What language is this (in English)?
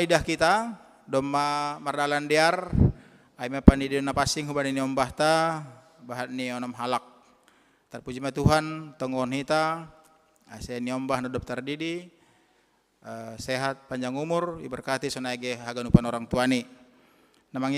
Batak Simalungun